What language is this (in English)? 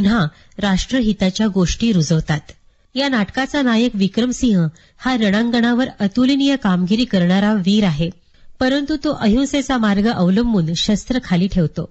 Marathi